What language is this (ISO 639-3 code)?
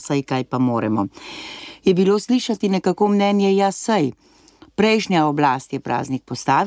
slv